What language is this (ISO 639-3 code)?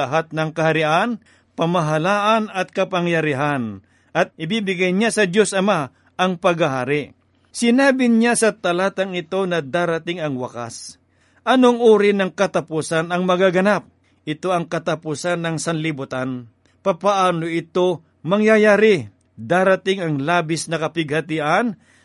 fil